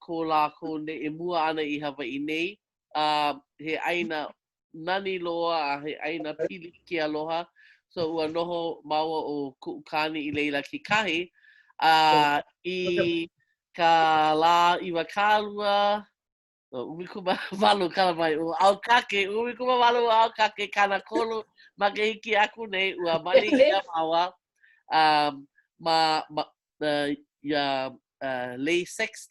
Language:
Hawaiian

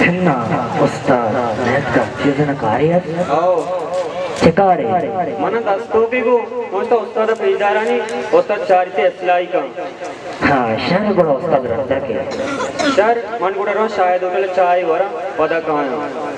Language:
Baluchi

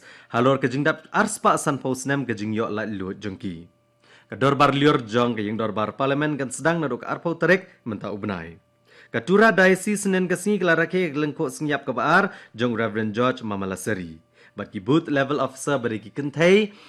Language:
Khasi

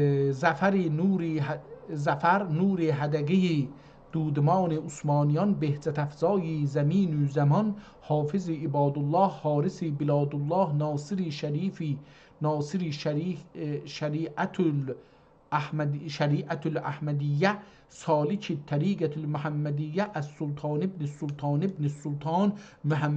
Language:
South Azerbaijani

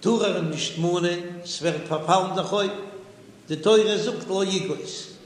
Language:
Yiddish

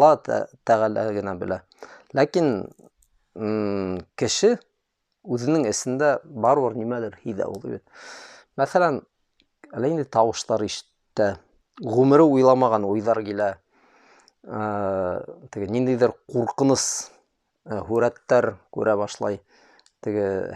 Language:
Bashkir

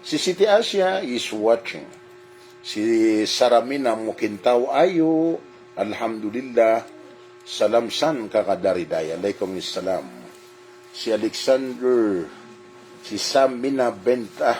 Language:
Maranao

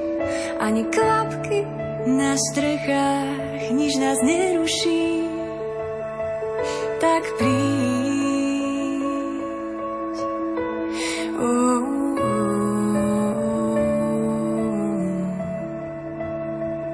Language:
Slovak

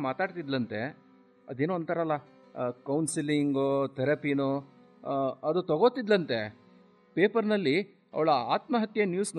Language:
Kannada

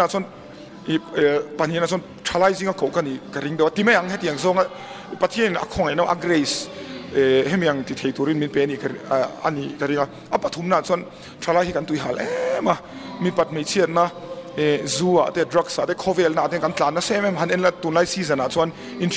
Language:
Mizo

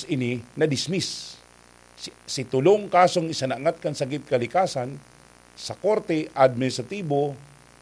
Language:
Bikol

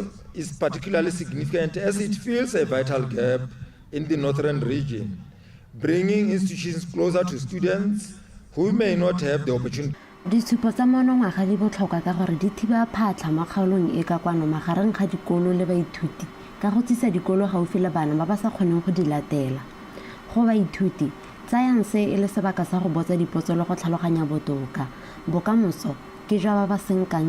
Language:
Tswana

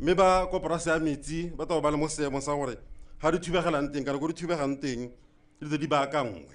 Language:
Tswana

